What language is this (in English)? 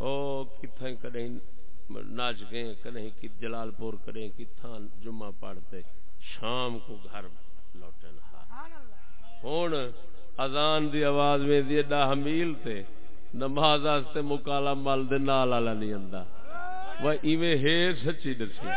Saraiki